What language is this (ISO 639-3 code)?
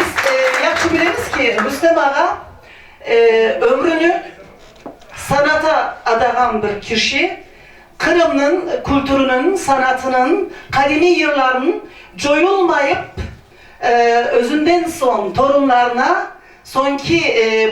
crh